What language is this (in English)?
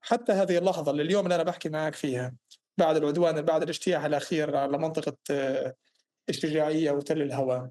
North Levantine Arabic